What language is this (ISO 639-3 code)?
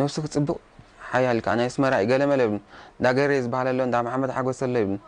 tir